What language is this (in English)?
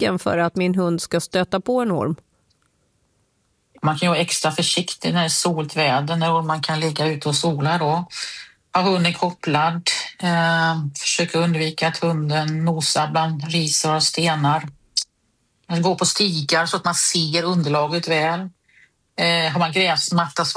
Swedish